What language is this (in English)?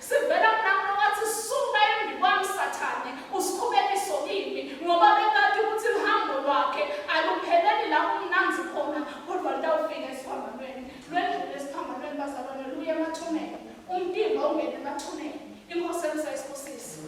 Swati